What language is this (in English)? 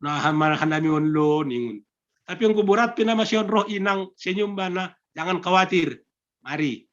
Batak Simalungun